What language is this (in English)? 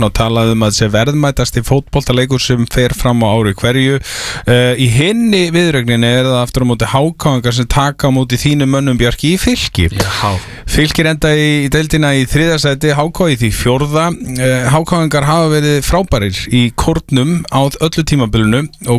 Icelandic